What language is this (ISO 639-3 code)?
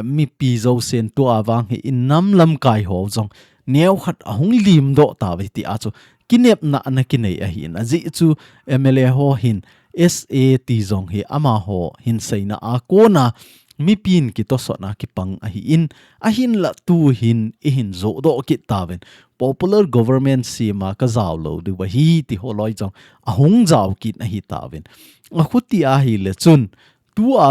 tcz